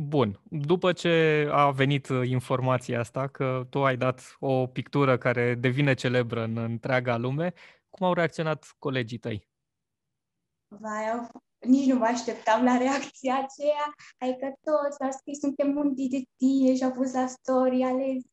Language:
Romanian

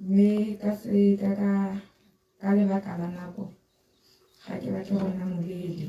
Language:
Tswana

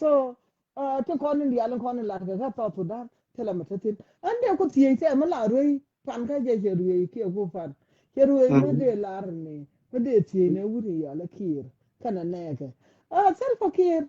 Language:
Nuer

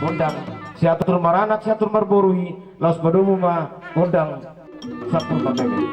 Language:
Batak Toba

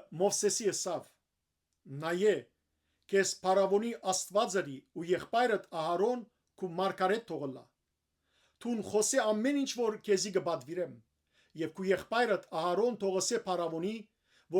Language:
Western Armenian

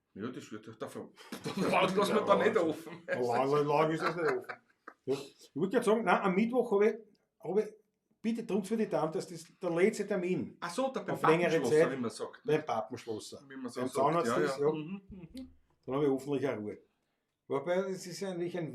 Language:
Bavarian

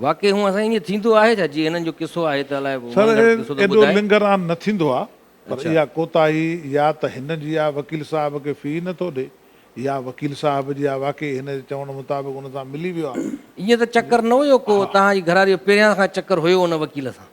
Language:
Sindhi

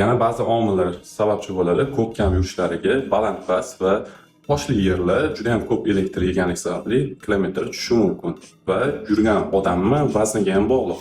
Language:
Uzbek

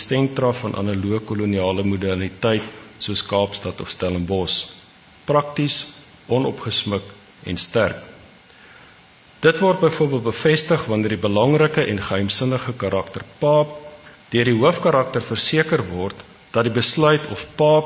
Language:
Afrikaans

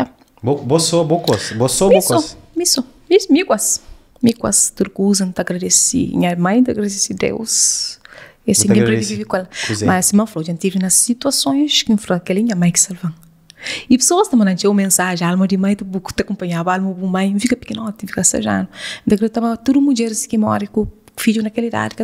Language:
Kabuverdianu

